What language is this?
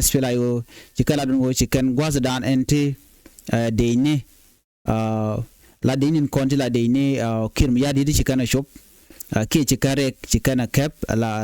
Nuer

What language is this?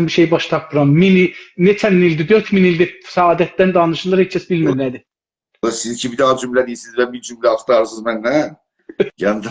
South Azerbaijani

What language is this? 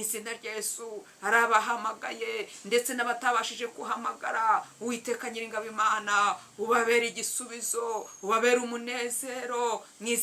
Kinyarwanda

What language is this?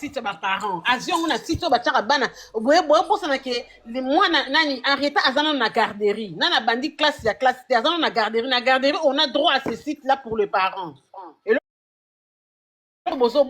Lingala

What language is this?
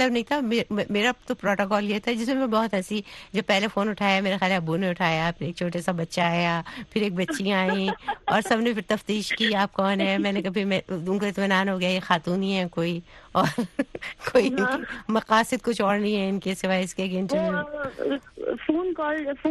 Urdu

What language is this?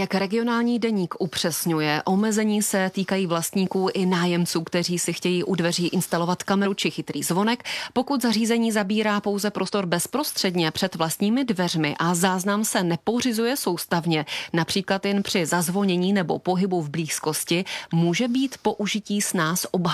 Czech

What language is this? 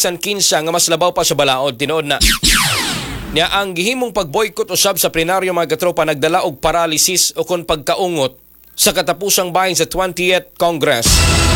Cebuano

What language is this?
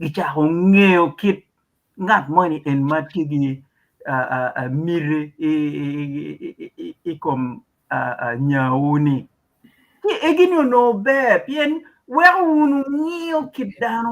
Acoli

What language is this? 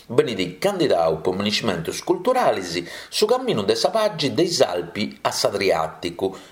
Sardinian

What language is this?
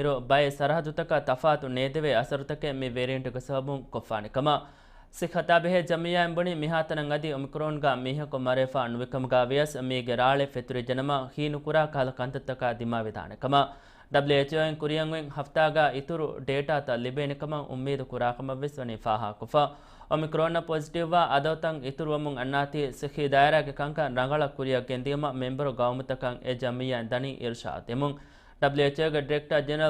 Divehi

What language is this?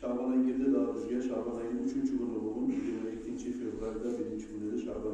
Kumyk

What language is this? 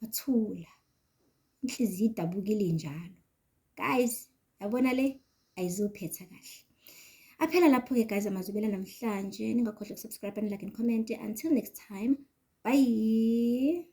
Zulu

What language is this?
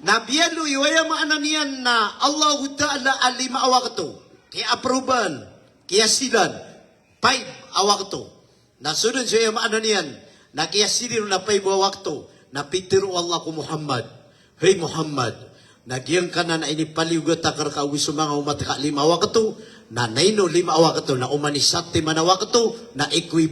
Maranao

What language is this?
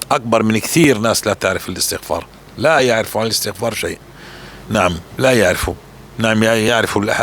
North Levantine Arabic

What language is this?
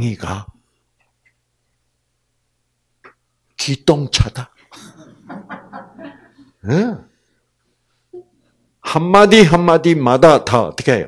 Korean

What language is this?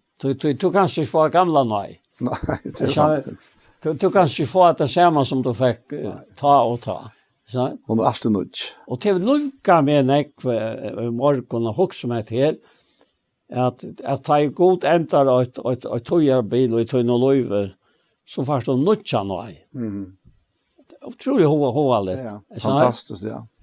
Faroese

